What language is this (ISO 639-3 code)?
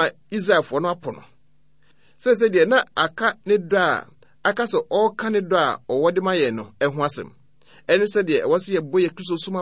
aka